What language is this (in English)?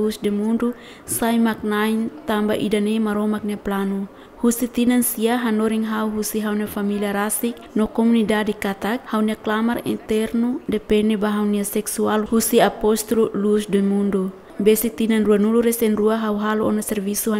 Tetum